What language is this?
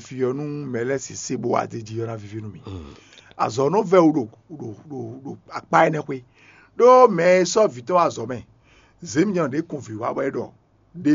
Fon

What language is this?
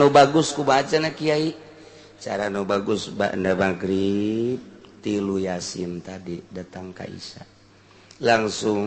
Sundanese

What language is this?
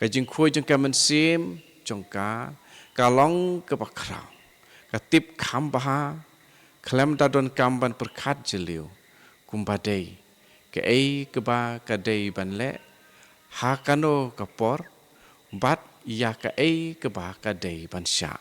Khasi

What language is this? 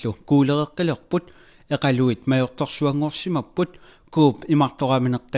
Kalaallisut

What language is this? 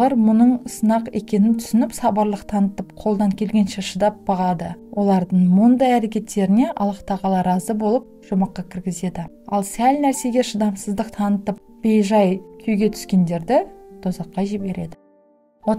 Kazakh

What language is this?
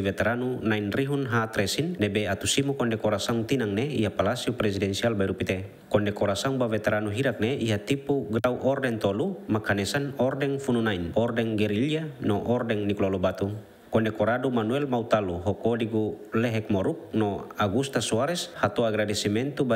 Tetum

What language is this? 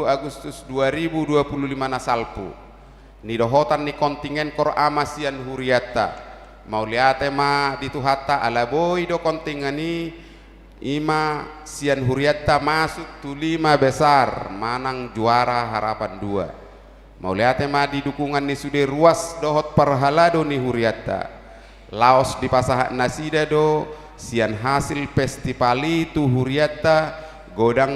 Batak Toba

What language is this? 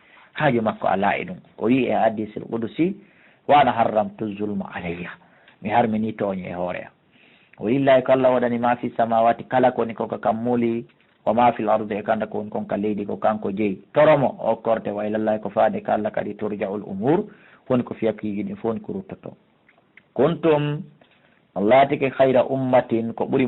Fula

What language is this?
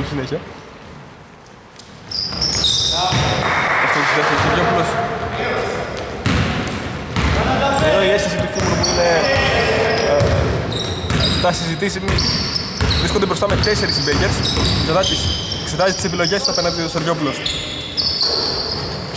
Greek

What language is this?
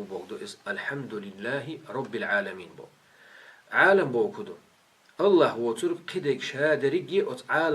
Chechen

